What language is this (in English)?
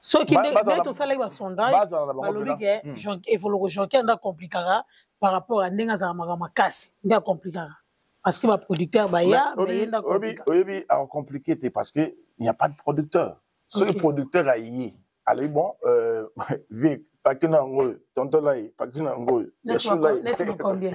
Lingala